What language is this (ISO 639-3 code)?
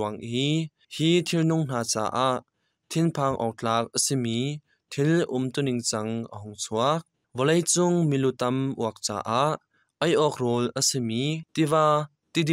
cnh